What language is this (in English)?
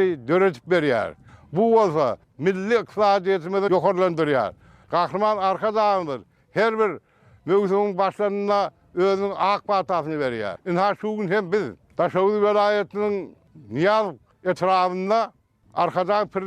Turkmen